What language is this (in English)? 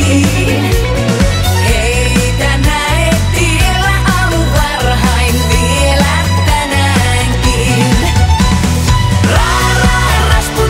Finnish